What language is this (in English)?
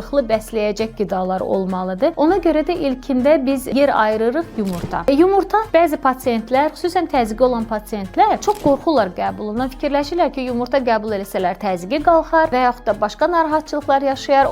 Azerbaijani